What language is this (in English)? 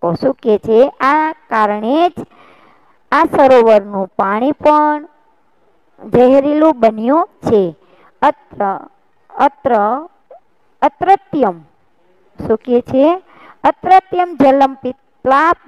Gujarati